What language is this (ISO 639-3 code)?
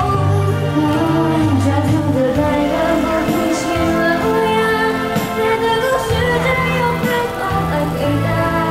zho